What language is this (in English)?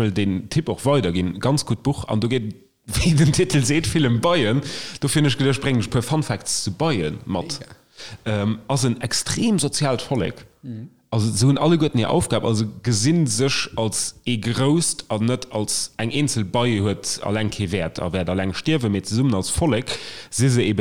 Luxembourgish